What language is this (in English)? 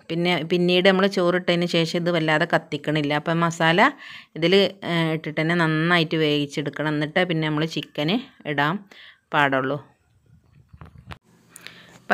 Malayalam